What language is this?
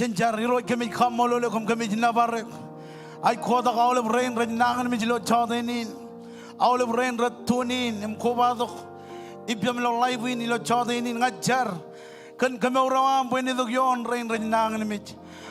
Marshallese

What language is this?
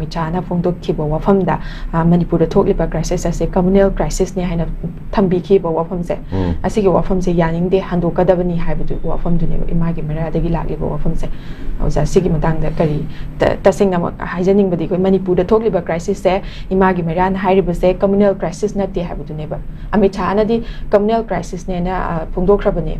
Manipuri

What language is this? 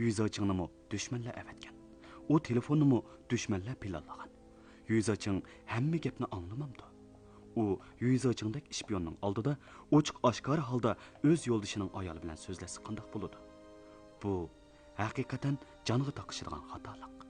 Uyghur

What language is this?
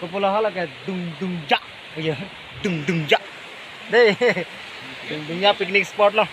Karbi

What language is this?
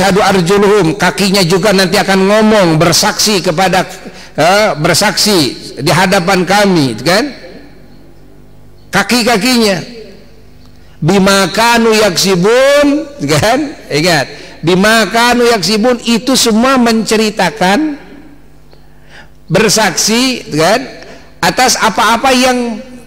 Indonesian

